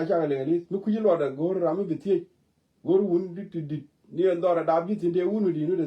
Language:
Nuer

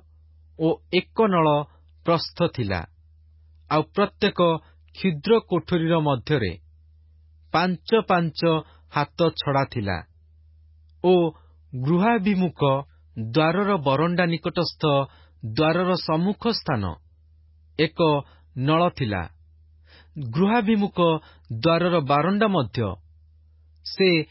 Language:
Odia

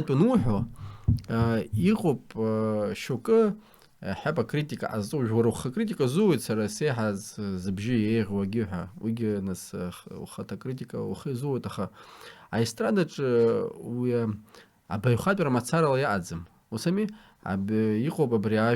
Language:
Abkhazian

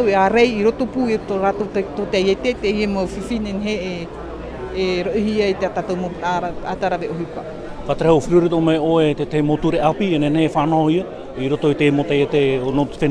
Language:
Tahitian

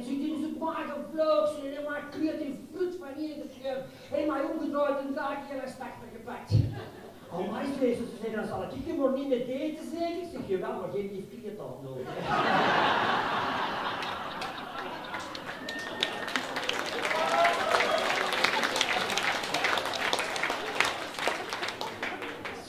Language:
Dutch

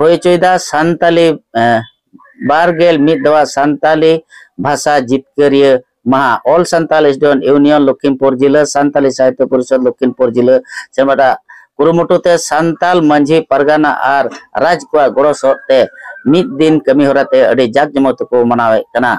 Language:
Santali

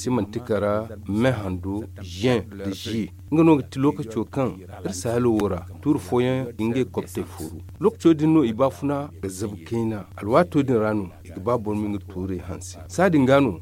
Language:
Zarma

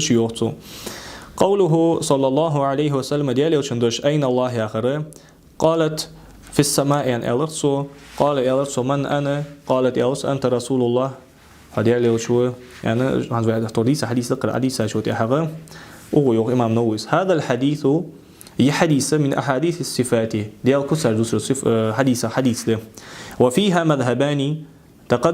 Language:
Ingush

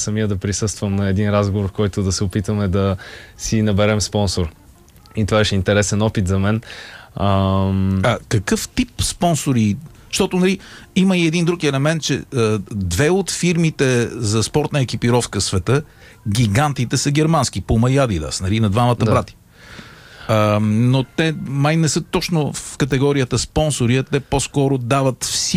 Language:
Bulgarian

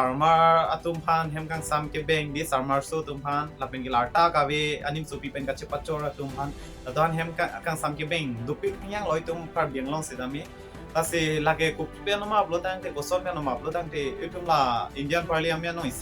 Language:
Karbi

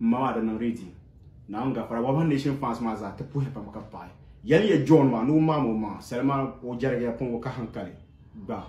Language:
Dagbani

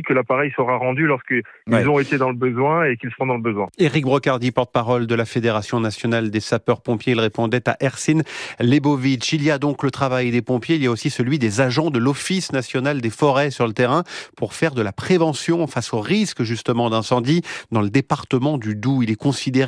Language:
French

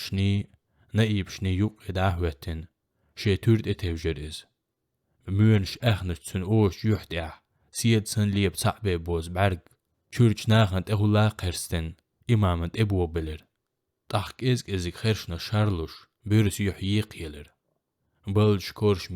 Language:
Chechen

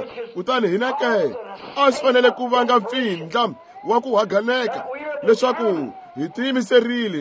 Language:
Tsonga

